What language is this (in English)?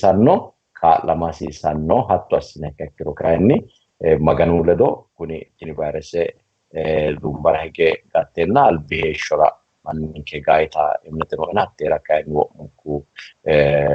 Sidamo